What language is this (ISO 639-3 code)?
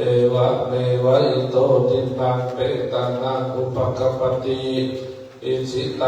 pli